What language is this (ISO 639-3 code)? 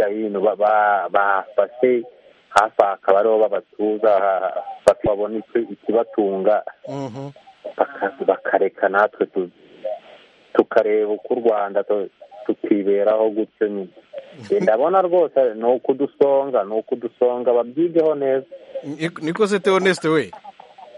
kin